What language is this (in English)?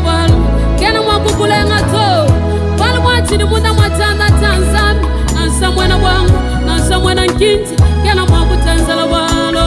Luba-Lulua